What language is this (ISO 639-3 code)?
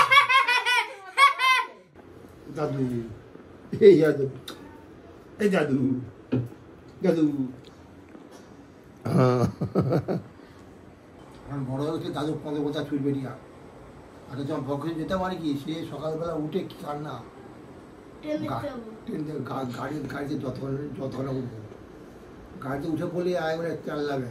ben